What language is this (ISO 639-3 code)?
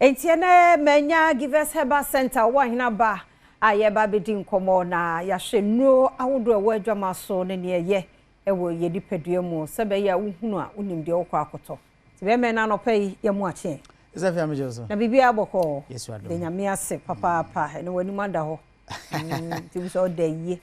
aka